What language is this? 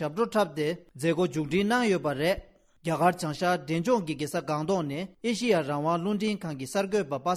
Tibetan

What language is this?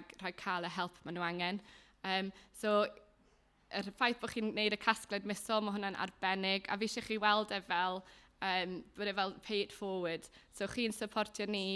Welsh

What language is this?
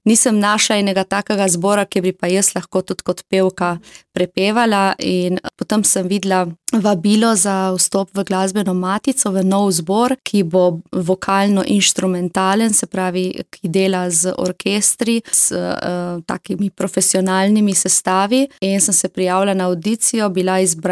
Slovenian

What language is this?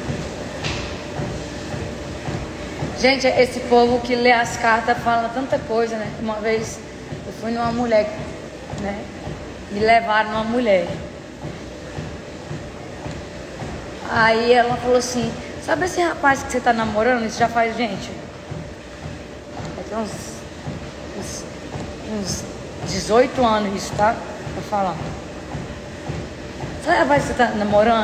Portuguese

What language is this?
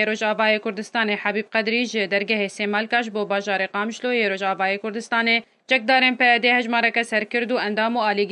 Kurdish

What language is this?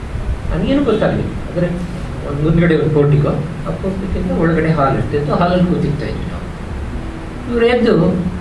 Kannada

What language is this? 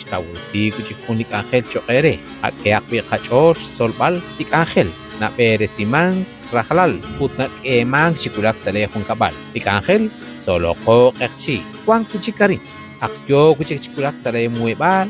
Kekchí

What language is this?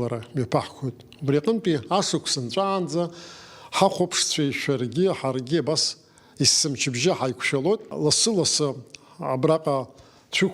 Abkhazian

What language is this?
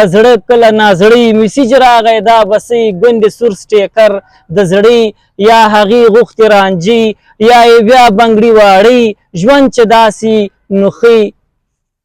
Pashto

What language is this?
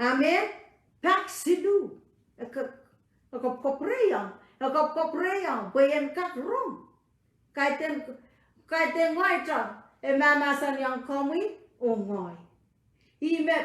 Pohnpeian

